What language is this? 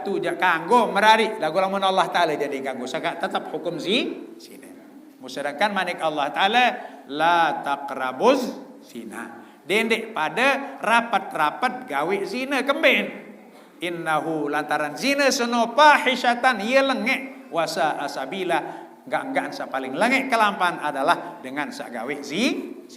Sasak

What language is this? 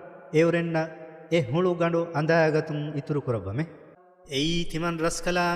Divehi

